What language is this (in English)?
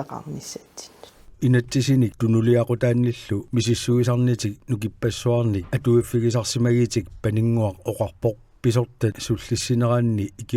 Kalaallisut